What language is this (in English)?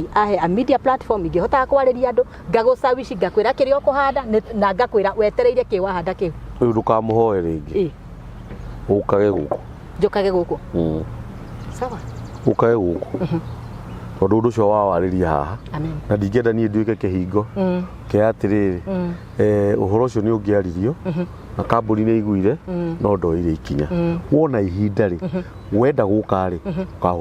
Kikuyu